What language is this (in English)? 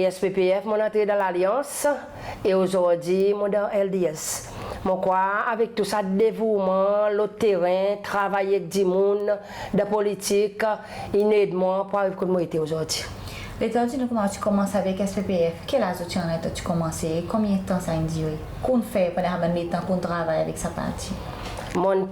Seselwa Creole French